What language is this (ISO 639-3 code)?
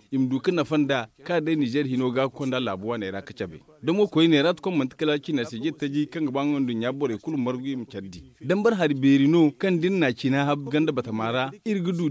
dje